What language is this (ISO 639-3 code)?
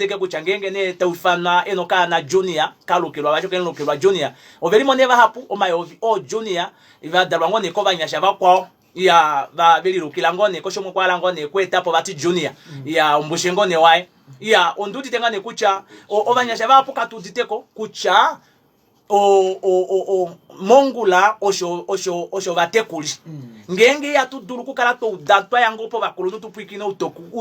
kua